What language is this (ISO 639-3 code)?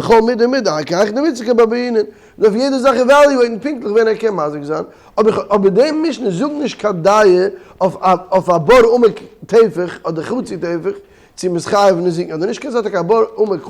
yid